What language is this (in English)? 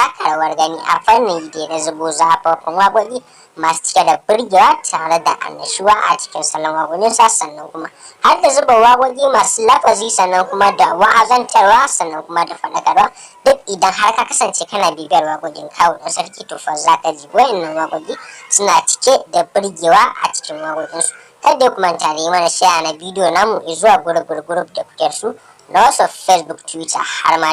Hausa